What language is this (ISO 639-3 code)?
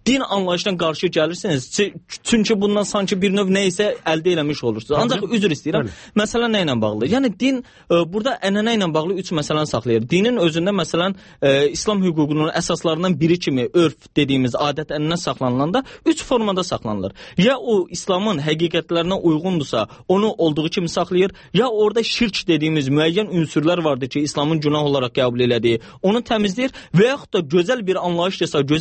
aze